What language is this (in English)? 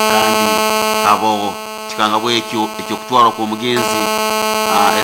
Nyoro